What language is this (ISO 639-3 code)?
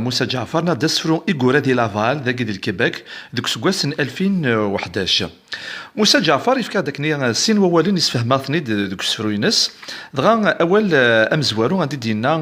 kab